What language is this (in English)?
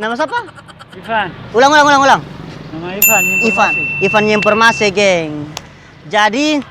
Ambonese Malay